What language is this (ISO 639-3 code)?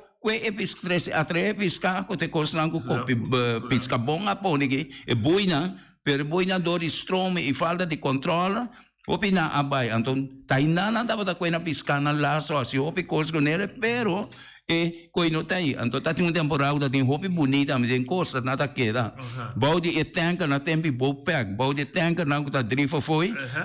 pap